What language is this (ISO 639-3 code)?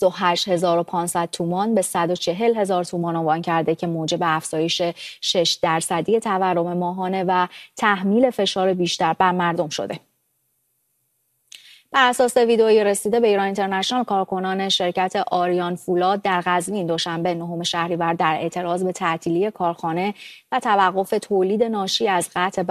fas